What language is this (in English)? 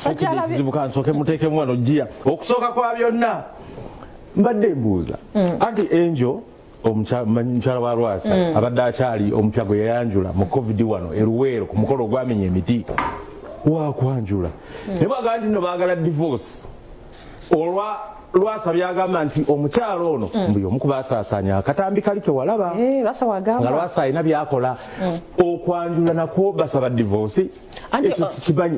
Ganda